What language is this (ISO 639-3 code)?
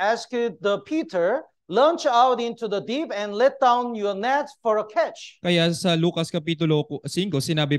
fil